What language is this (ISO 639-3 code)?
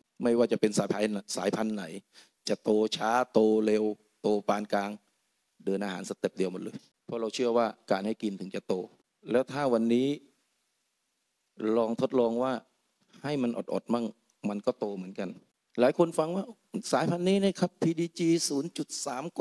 tha